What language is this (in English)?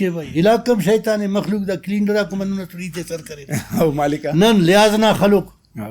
Brahui